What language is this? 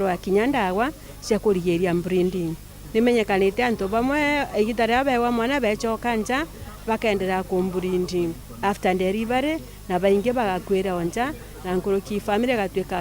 Meru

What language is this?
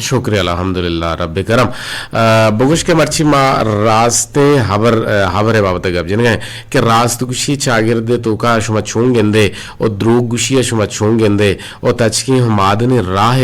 Eastern Balochi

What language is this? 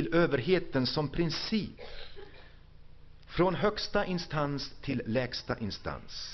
Swedish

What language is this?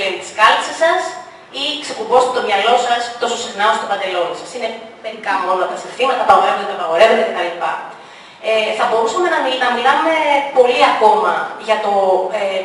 Greek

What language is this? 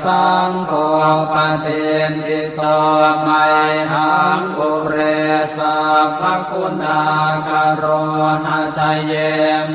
Pali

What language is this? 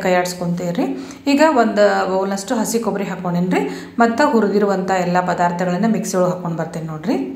Kannada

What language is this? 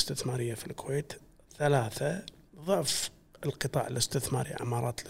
Gulf Arabic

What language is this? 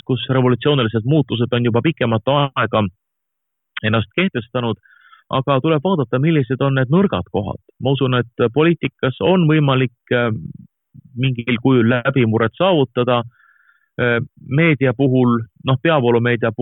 Estonian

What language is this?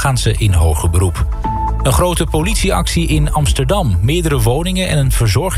Dutch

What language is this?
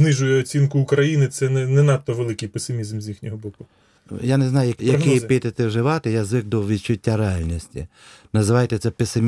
Ukrainian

